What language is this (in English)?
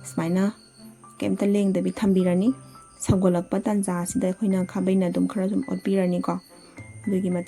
Manipuri